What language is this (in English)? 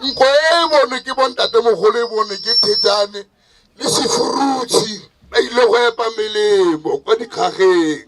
Tswana